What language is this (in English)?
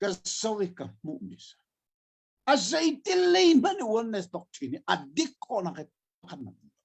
Hakha Chin